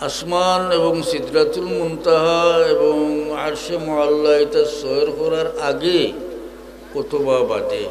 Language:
Sylheti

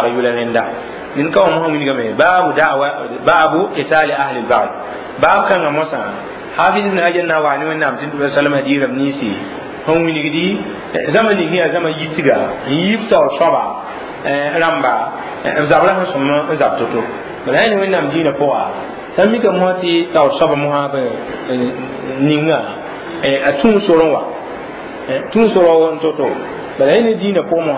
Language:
Mossi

